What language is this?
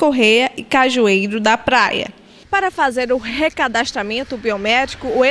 Portuguese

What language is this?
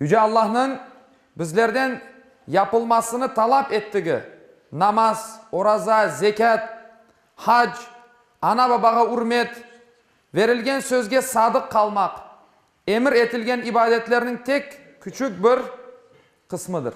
Crimean Tatar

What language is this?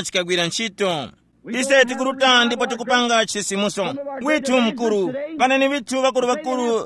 Tumbuka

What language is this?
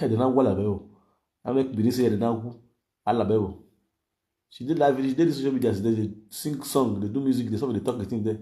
Nigerian Pidgin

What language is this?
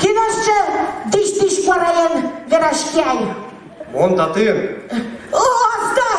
Udmurt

